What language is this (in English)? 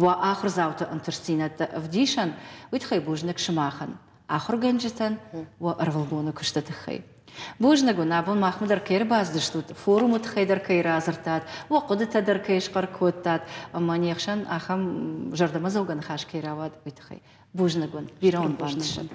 Ossetic